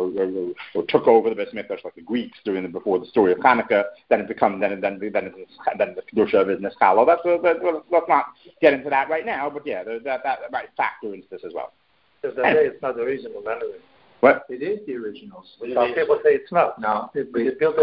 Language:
English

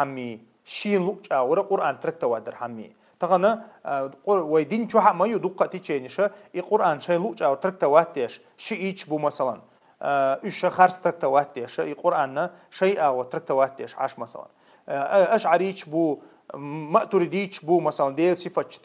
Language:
Chechen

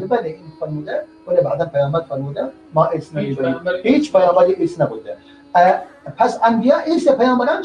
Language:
Persian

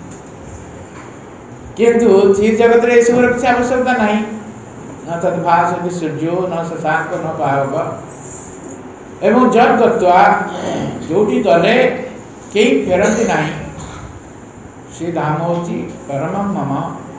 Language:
Odia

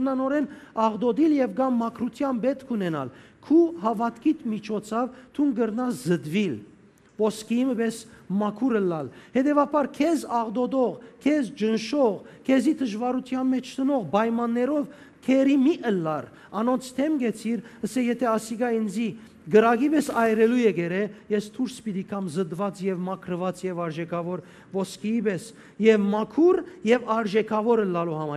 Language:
Western Armenian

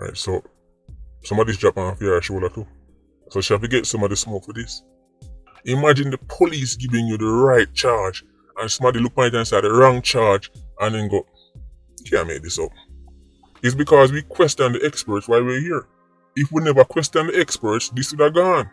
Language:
Jamaican Creole English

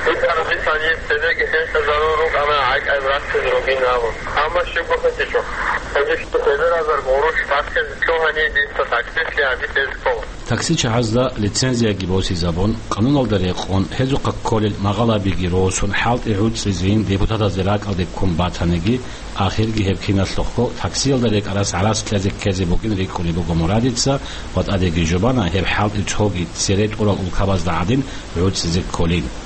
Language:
Avaric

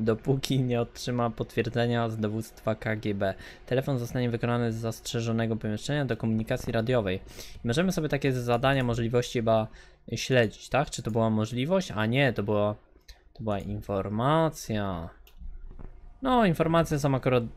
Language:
Polish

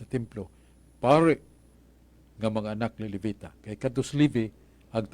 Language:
Cebuano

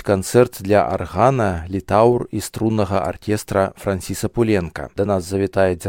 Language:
Belarusian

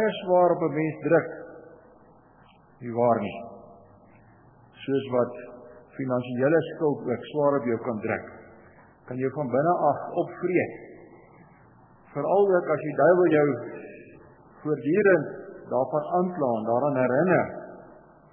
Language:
Afrikaans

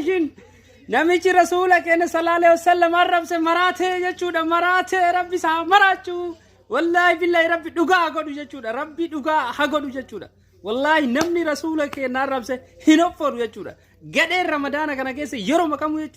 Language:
Oromo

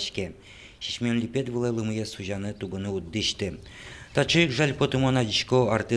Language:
Udmurt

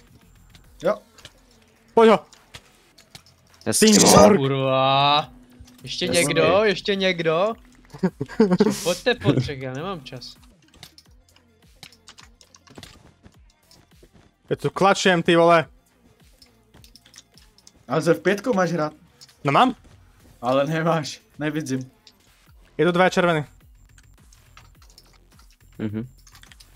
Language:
Czech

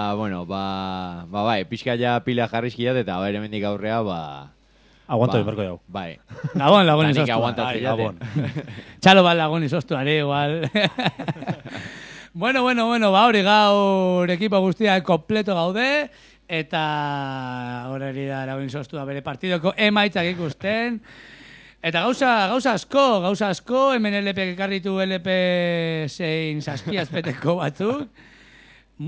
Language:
Basque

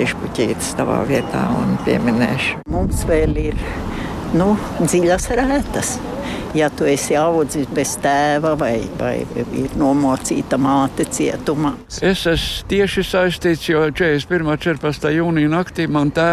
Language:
Latvian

